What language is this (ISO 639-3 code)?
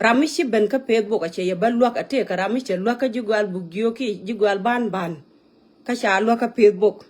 nus